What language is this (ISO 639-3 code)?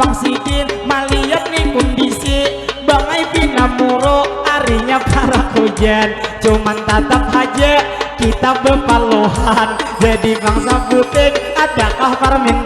bjn